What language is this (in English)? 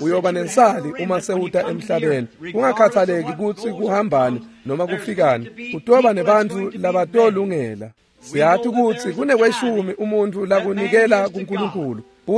Swati